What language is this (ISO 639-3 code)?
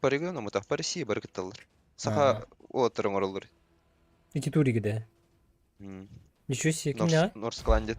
sah